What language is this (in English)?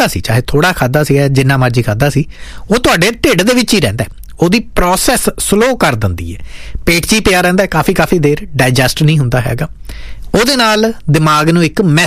Punjabi